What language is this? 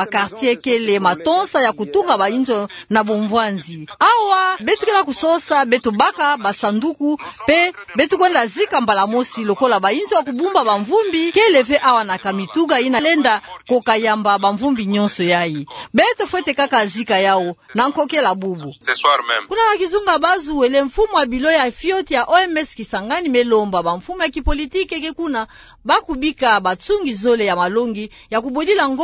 Kituba (Democratic Republic of Congo)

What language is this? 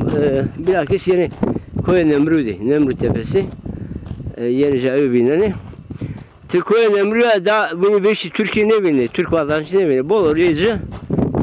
Zaza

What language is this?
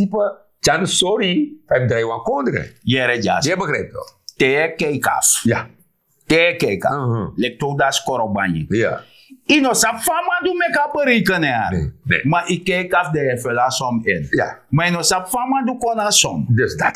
Sranan Tongo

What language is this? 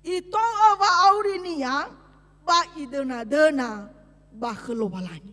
Nias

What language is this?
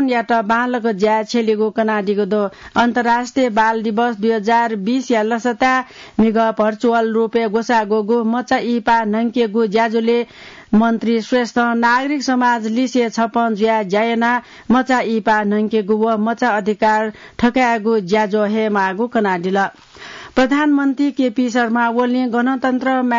Newari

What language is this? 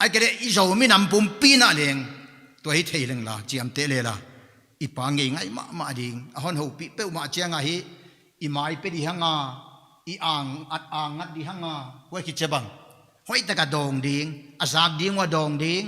Paite Chin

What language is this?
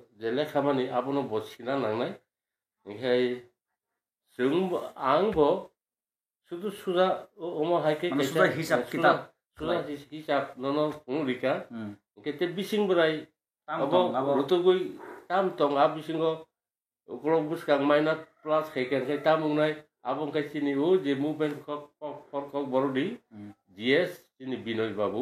Kok Borok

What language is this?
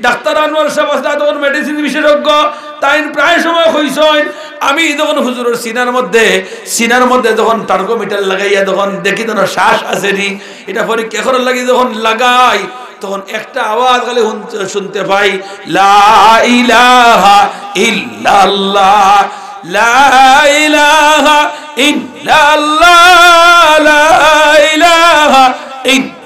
Sylheti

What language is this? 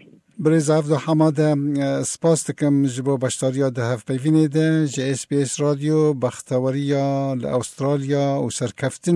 Kurdish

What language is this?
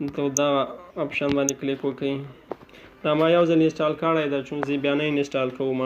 Pashto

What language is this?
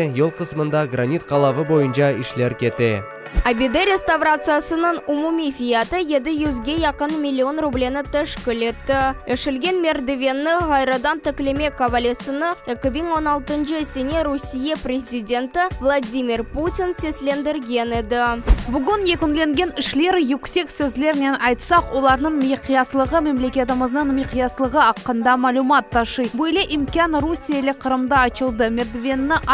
Crimean Tatar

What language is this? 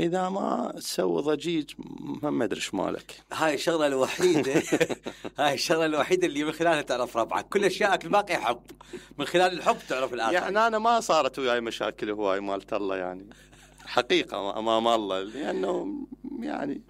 Mesopotamian Arabic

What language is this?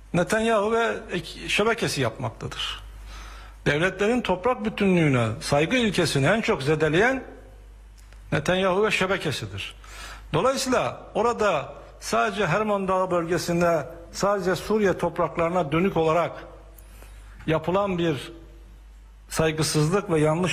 Turkish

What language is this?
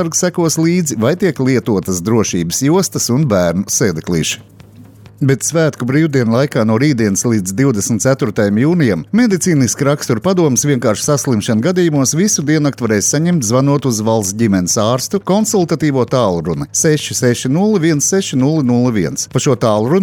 Latvian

